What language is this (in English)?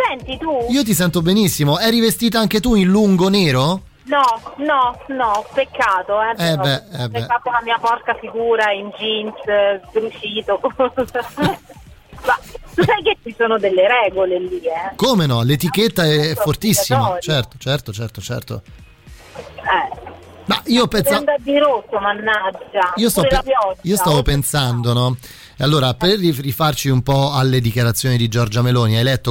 Italian